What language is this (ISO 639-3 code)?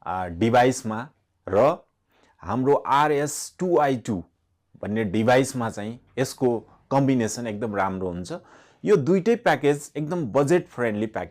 nep